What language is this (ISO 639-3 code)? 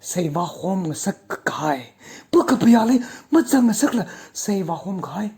nmf